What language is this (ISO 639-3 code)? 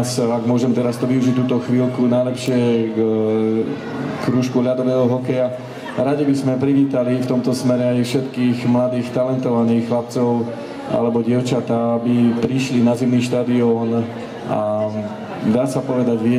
slk